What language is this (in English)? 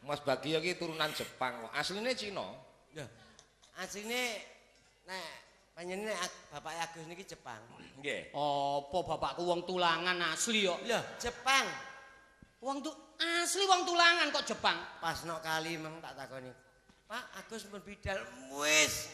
Javanese